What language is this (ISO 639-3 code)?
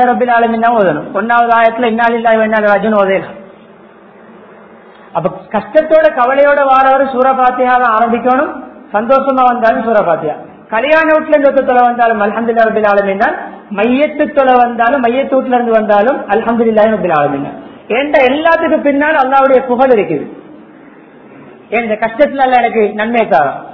tam